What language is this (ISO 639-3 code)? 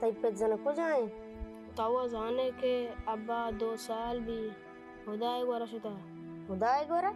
bal